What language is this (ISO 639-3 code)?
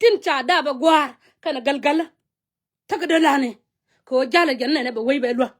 nus